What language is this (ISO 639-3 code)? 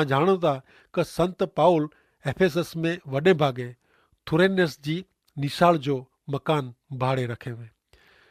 kfr